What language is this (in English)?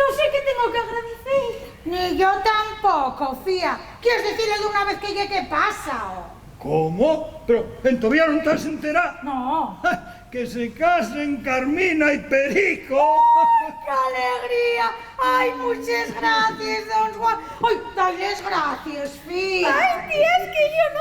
Asturian